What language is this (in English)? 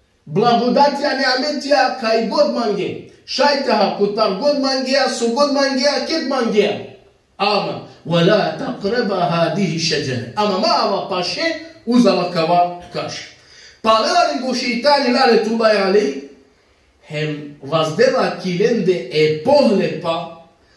Balkan Romani